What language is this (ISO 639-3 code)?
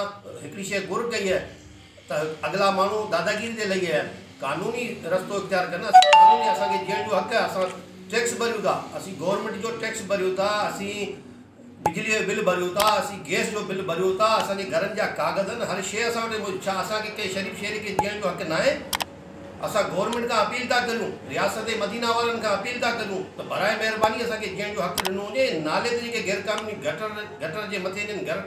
snd